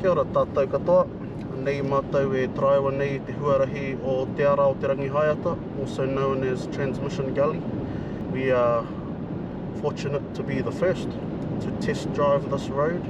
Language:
Māori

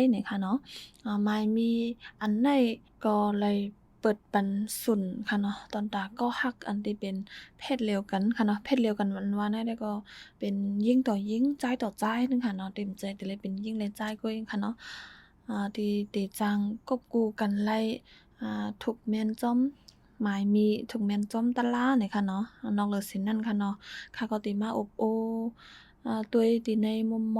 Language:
Shan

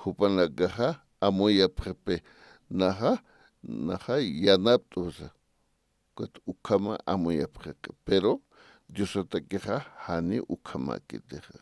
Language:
Aymara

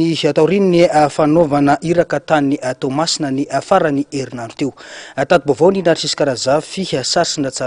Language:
Malagasy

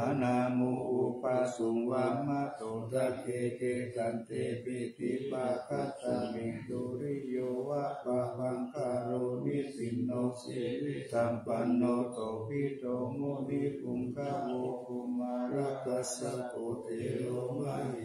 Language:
Pali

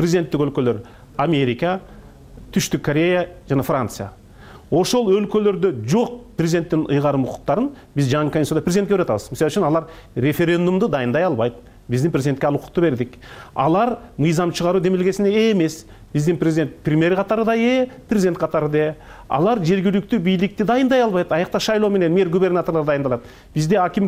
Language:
Kyrgyz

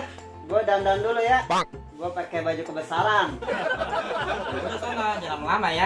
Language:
Betawi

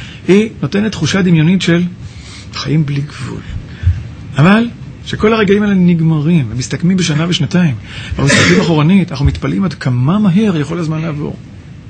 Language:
Hebrew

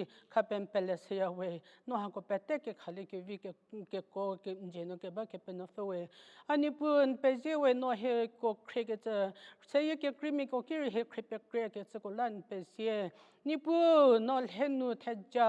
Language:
Angami Naga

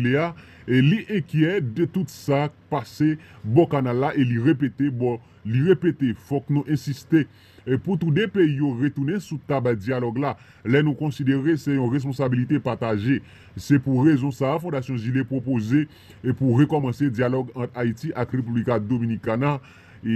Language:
Haitian Creole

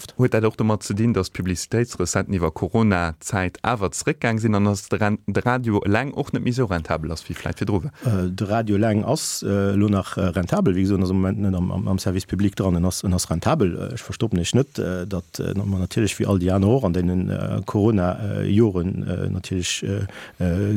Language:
Luxembourgish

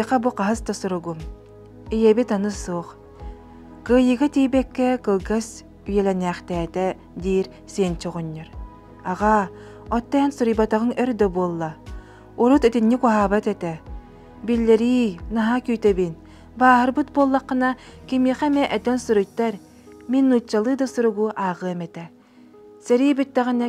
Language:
Yakut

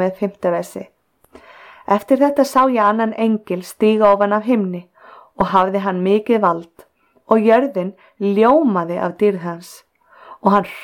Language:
Icelandic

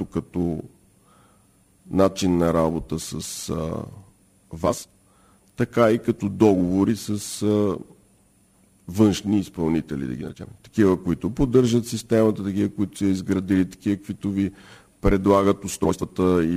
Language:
Bulgarian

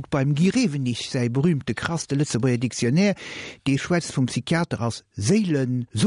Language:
Luxembourgish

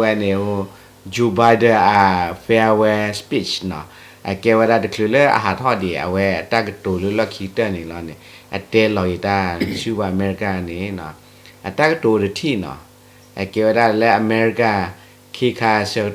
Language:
S'gaw Karen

